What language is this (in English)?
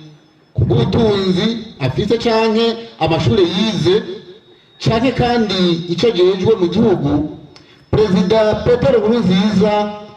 Rundi